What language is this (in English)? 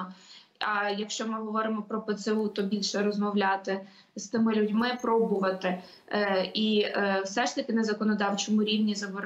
Ukrainian